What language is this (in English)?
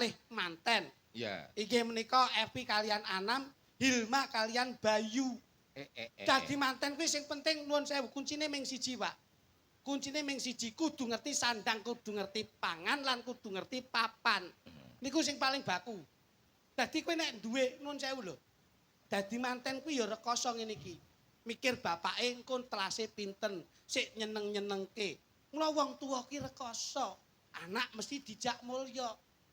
Javanese